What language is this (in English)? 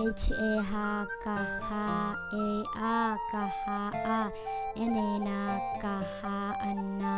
Tedim Chin